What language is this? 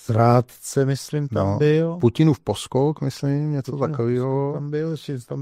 Czech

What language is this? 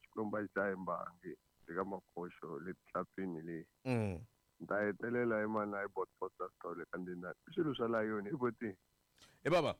Tsonga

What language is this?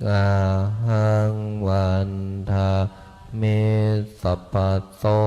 Pali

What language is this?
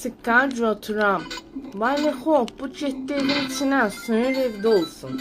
South Azerbaijani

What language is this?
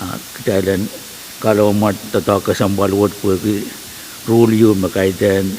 Pohnpeian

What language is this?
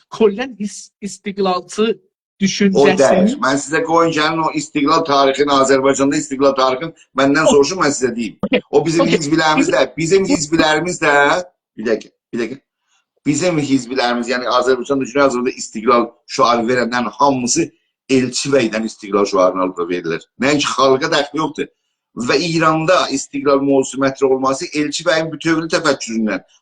South Azerbaijani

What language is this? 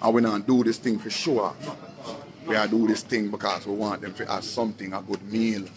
Jamaican Creole English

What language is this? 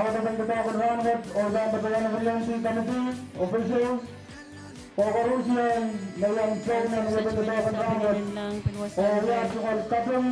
Pohnpeian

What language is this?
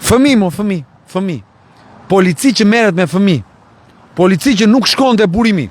Albanian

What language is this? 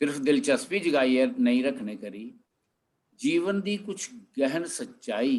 Dogri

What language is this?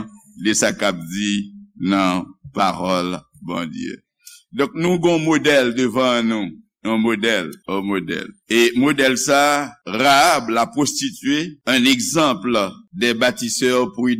Haitian Creole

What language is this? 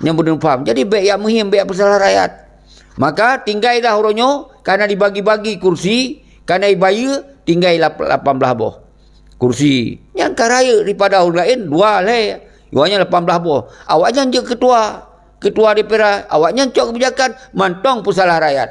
Achinese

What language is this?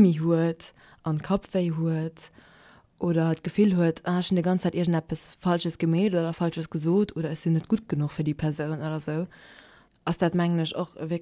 Luxembourgish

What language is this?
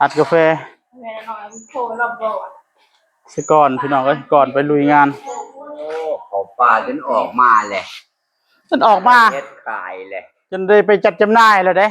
Northeastern Thai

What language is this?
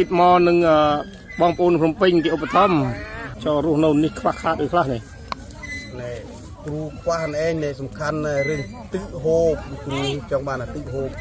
Khmer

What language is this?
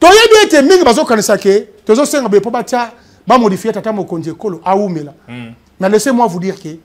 Lingala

